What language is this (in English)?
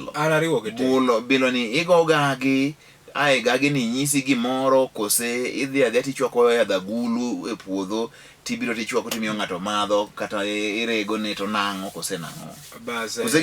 Luo (Kenya and Tanzania)